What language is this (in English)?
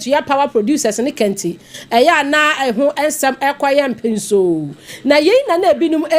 Akan